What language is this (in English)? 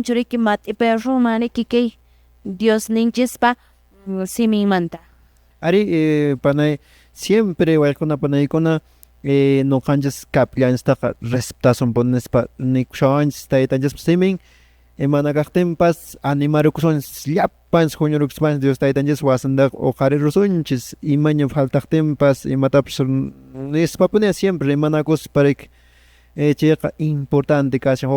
Quechua